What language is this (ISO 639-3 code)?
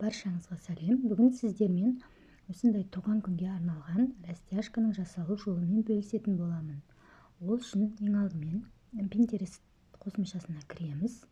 kaz